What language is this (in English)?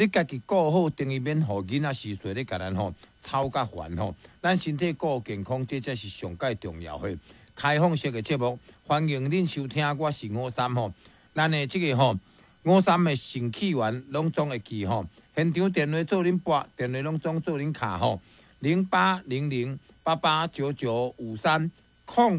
Min Nan Chinese